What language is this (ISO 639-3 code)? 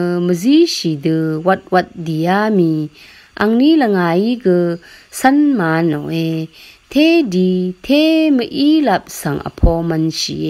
raw